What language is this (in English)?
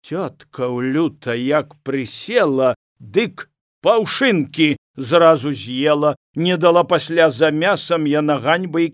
Belarusian